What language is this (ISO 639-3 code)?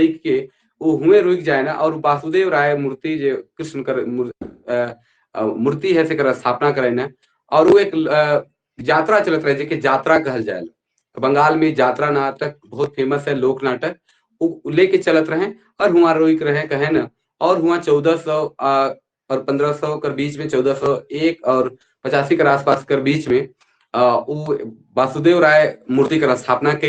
sck